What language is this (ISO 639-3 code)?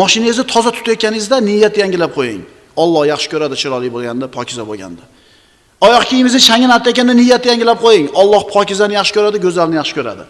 uzb